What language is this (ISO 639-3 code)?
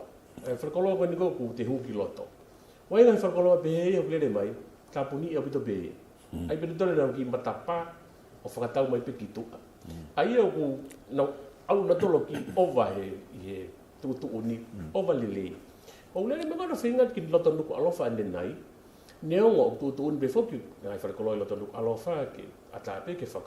ton